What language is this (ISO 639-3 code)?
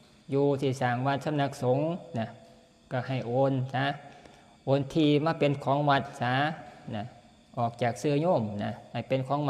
tts